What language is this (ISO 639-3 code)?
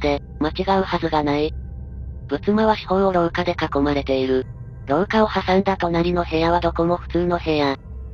jpn